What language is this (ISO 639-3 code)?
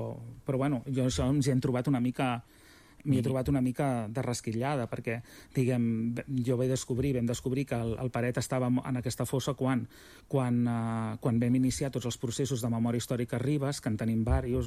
cat